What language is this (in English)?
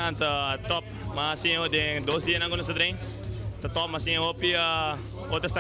Papiamento